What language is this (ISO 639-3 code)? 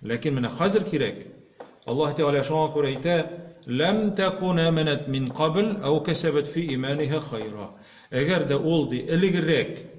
tat